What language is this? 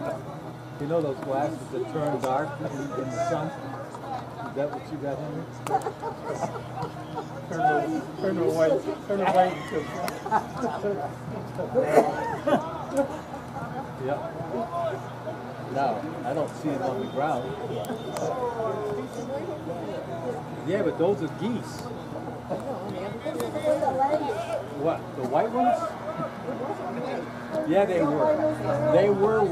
English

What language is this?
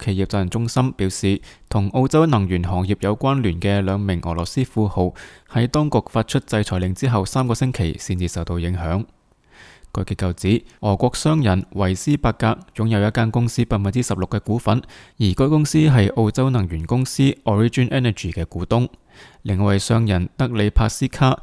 Cantonese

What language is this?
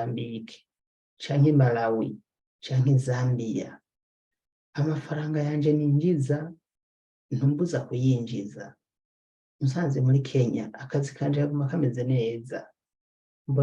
Rundi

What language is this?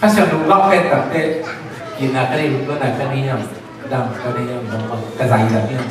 Tedim Chin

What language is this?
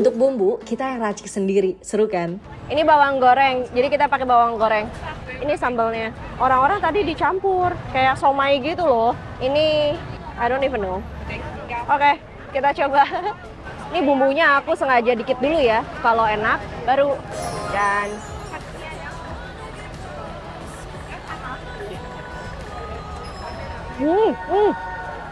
Indonesian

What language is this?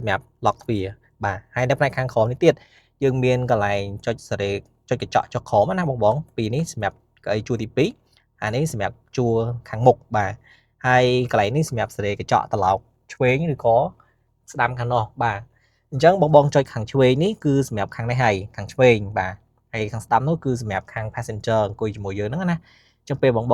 Khmer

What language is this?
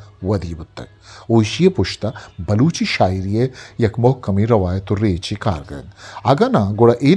Eastern Balochi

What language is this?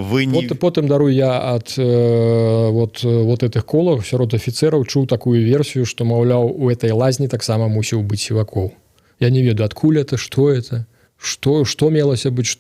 Belarusian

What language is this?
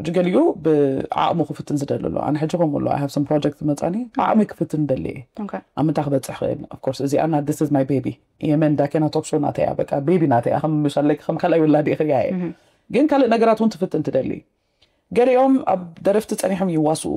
Tigrinya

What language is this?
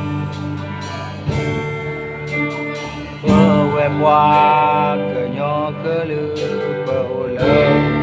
S'gaw Karen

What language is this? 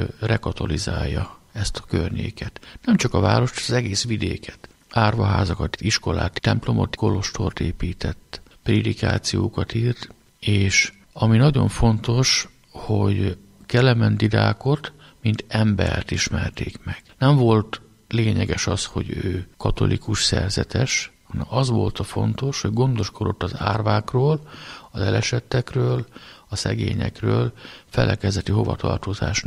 Hungarian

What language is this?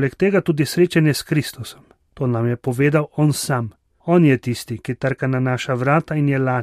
Slovenian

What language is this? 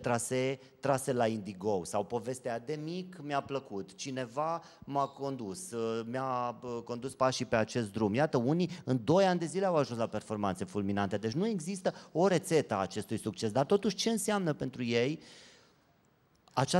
Romanian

